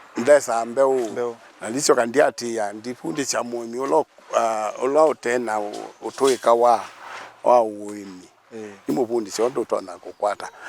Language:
Kamba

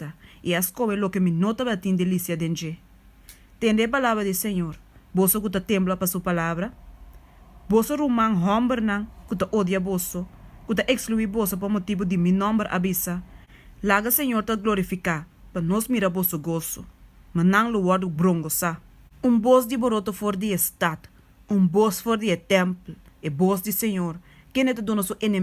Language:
Papiamento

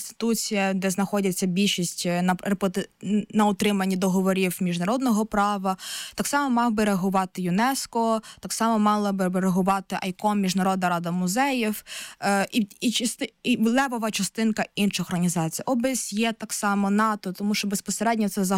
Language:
Ukrainian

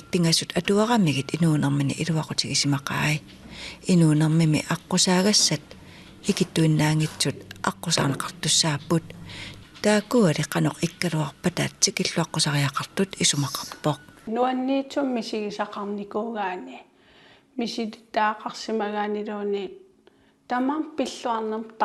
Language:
Kalaallisut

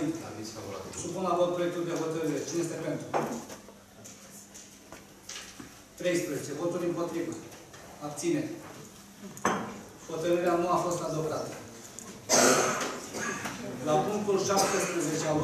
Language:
Romanian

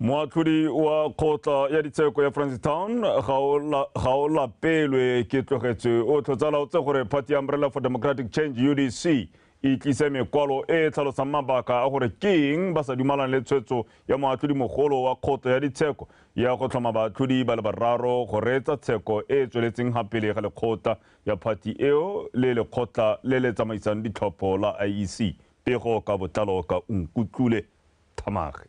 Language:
Tswana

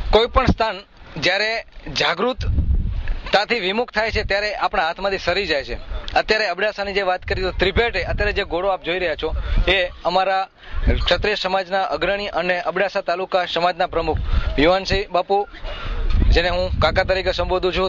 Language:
Gujarati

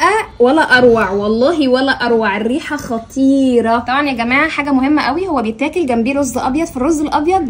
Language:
Egyptian Arabic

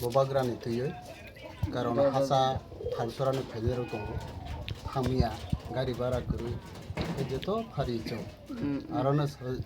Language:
Kok Borok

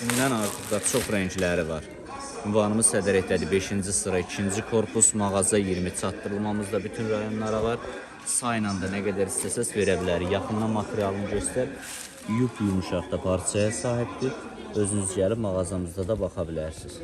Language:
Azerbaijani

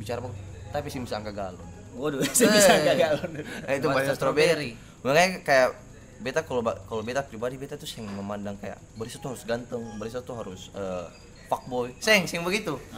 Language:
Ambonese Malay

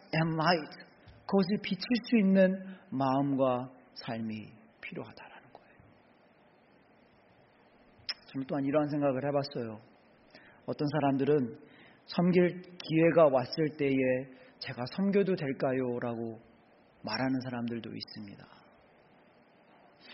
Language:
Korean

